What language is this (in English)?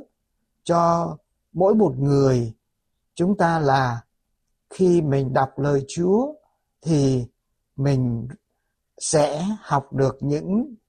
Vietnamese